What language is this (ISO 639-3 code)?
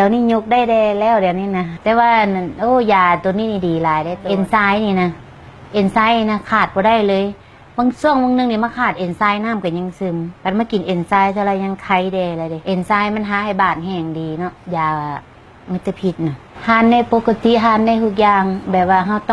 lao